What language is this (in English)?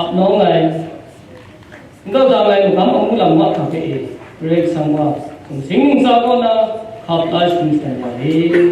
Kachin